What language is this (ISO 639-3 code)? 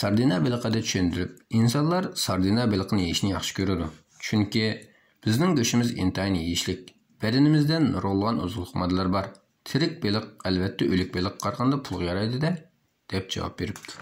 uig